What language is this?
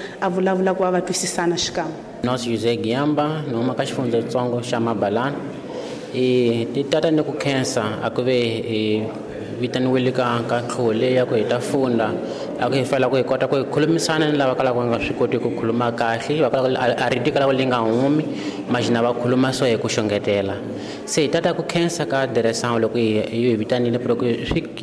Tsonga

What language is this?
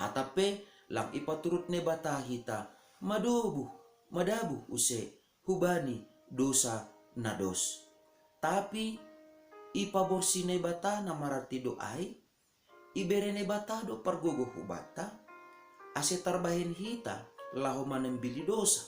Batak Simalungun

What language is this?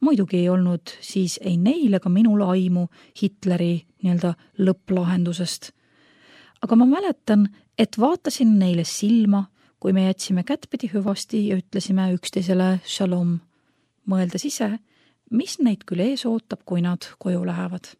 Estonian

